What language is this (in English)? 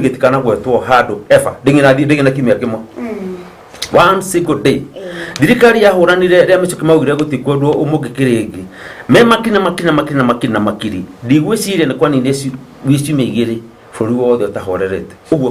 Kikuyu